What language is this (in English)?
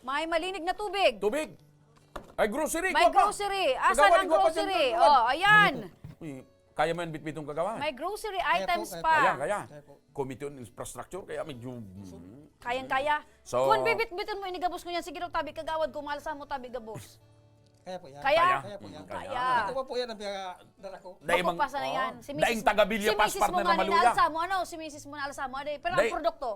Bikol